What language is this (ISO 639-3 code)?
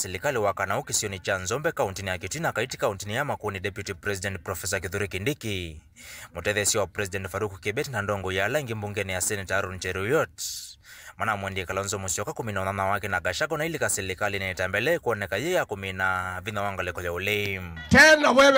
kam